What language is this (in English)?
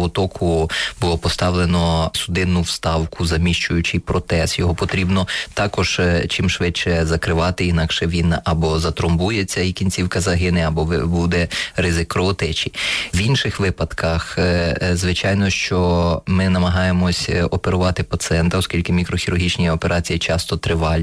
Ukrainian